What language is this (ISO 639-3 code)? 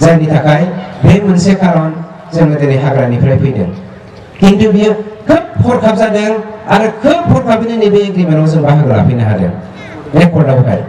brx